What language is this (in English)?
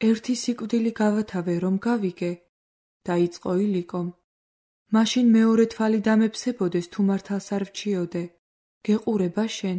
Georgian